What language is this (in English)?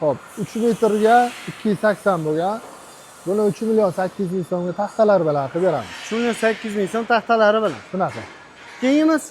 Uzbek